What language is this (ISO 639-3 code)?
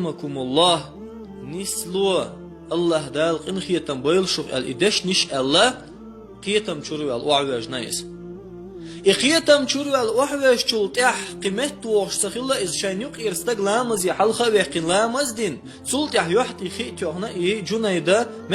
che